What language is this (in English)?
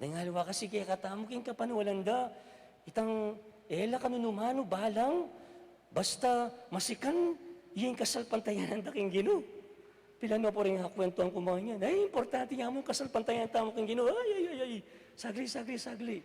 Pampanga